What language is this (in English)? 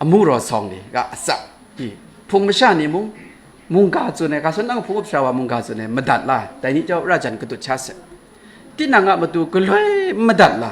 Kachin